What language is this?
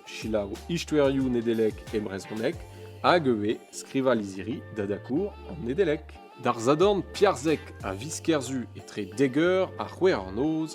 Breton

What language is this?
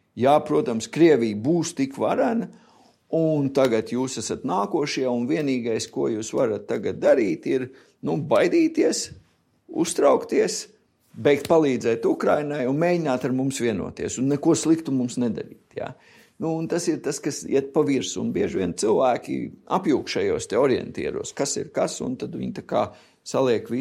Latvian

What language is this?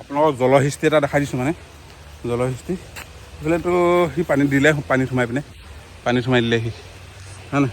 Assamese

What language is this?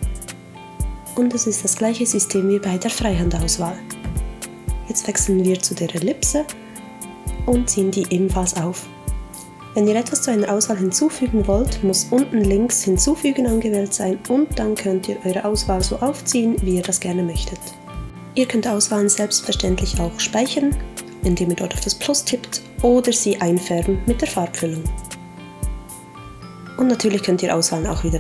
German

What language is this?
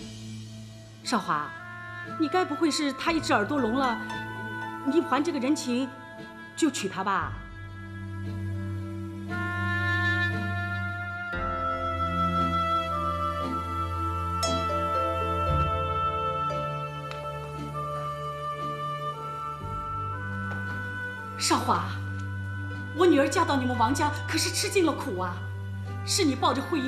Chinese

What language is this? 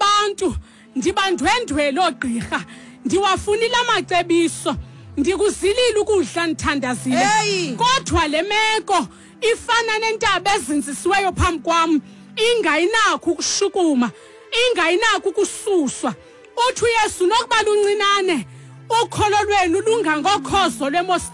Xhosa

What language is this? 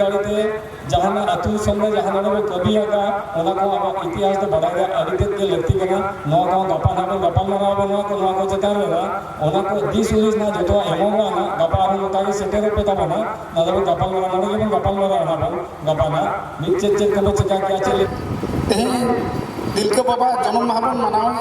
Santali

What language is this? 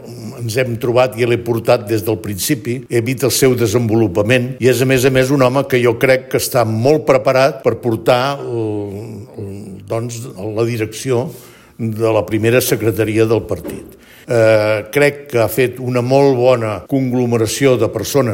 Catalan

